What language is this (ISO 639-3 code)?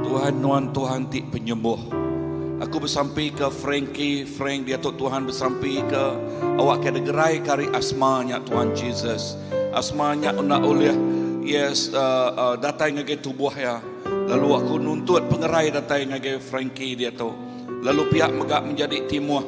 iba